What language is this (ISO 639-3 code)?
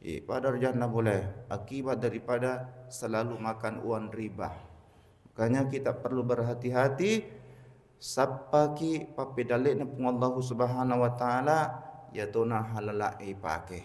bug